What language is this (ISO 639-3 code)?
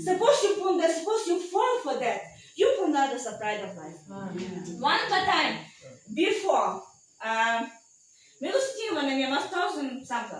tpi